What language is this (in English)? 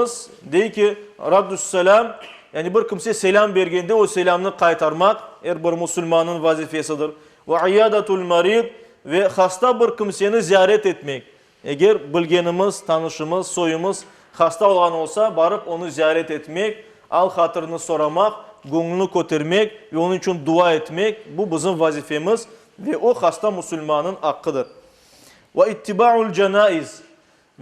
Crimean Tatar